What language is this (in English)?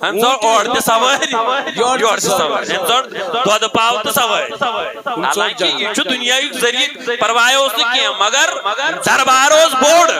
Kashmiri